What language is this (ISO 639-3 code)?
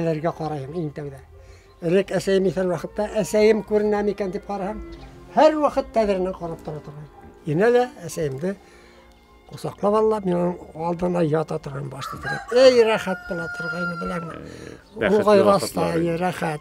bak